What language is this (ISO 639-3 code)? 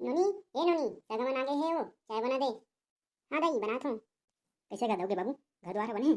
hne